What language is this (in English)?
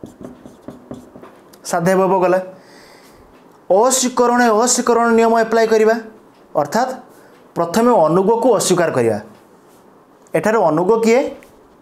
Odia